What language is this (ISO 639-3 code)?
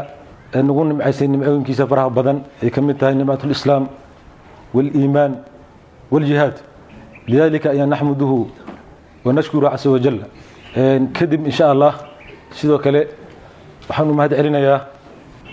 som